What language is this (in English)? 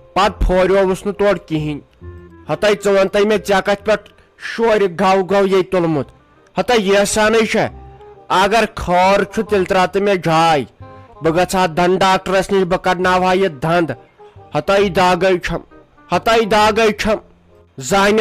Kashmiri